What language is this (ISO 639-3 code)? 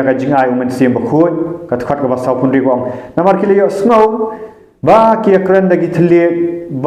kha